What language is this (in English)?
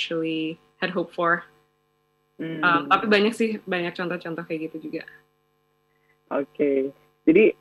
Indonesian